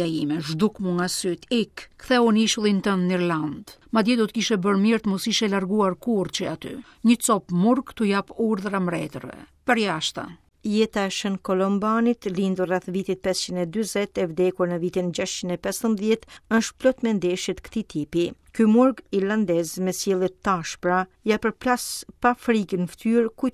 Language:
Albanian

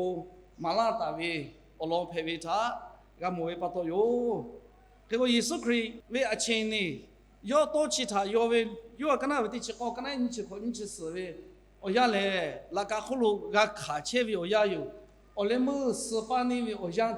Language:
Lahu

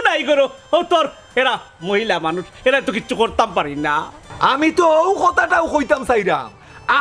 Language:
Sylheti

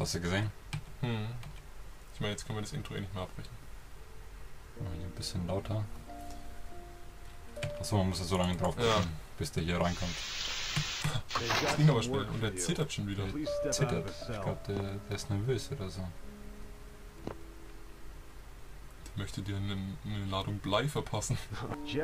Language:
German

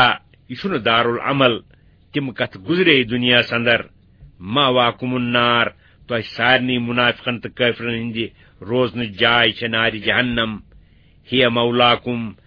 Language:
Kashmiri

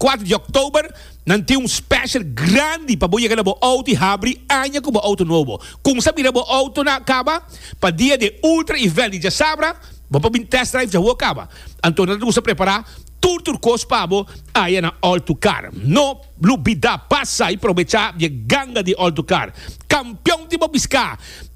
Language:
Papiamento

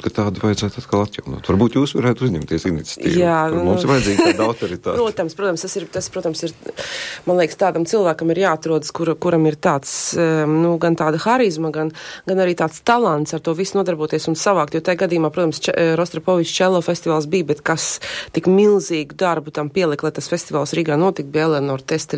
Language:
Latvian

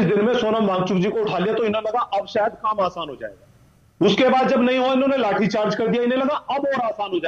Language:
Hindi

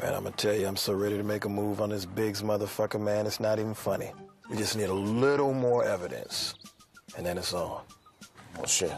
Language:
Jamaican Creole English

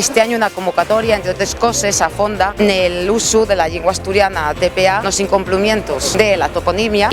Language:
Asturian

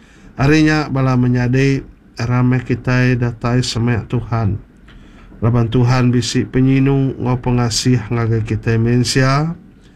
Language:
Iban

